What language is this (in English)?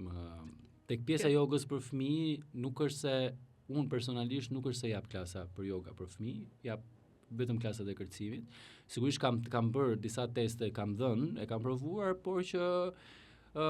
Albanian